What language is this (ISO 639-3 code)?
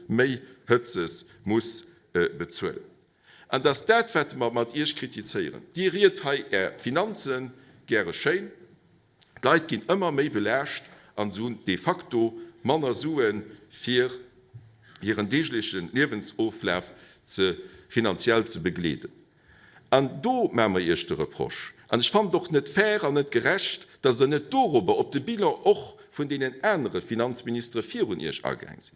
ltz